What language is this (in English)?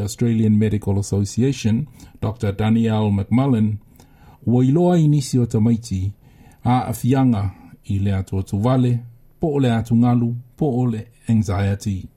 Samoan